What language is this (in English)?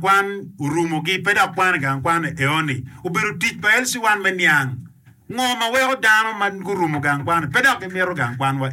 Acoli